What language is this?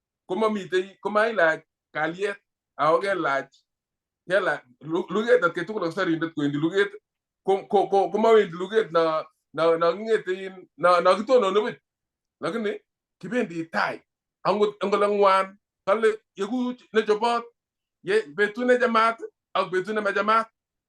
Kalenjin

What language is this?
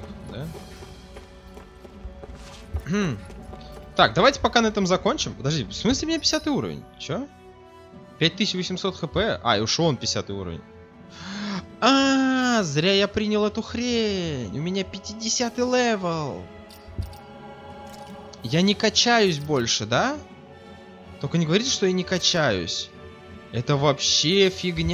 Russian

